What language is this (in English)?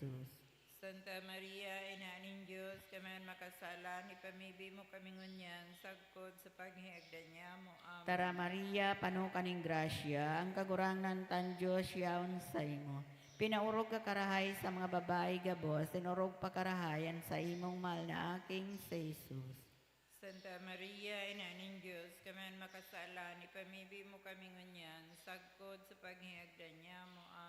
Bikol